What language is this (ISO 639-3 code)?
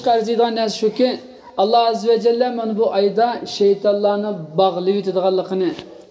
uig